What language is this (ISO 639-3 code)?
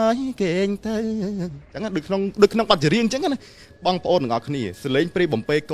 khm